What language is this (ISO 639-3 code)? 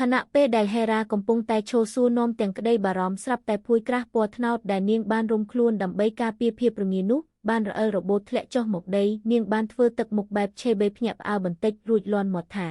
khm